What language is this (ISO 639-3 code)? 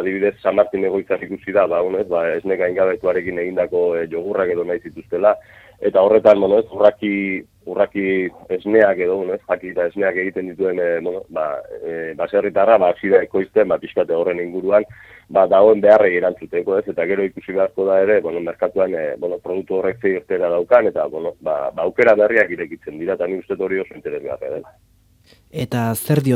eus